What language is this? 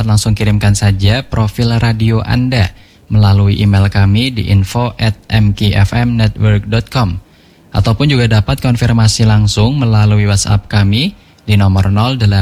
Indonesian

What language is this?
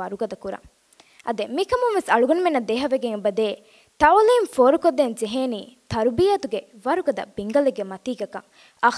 Divehi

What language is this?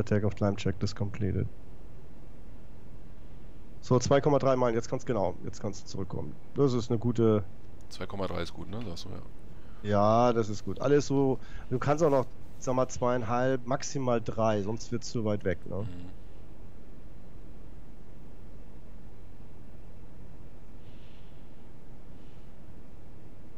German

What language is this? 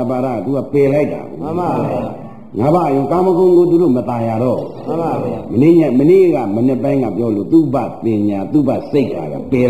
Burmese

